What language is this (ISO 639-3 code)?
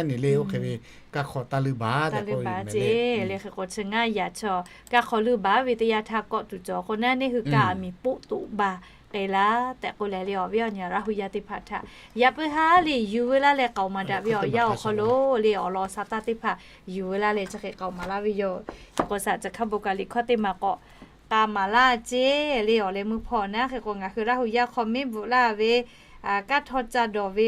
lhu